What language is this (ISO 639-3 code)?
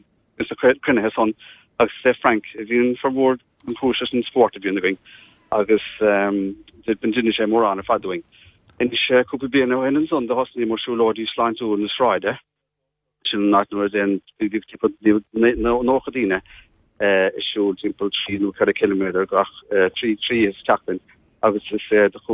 gle